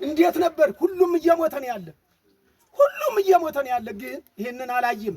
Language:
Amharic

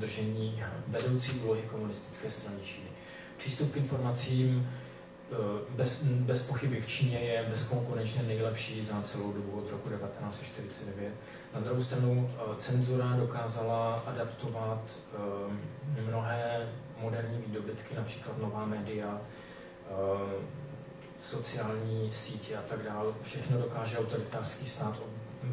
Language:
Czech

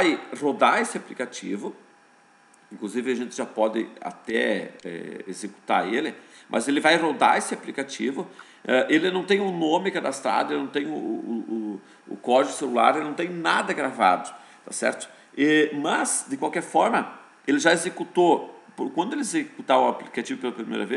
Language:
Portuguese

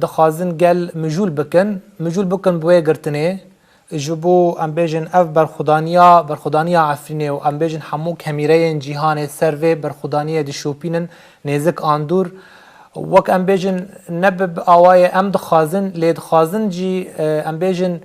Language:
Kurdish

